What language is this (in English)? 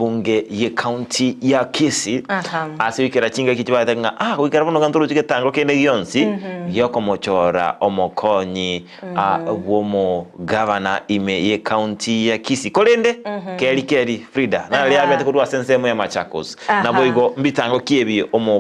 Gusii